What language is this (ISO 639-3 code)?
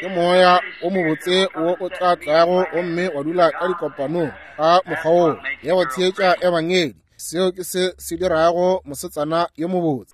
nso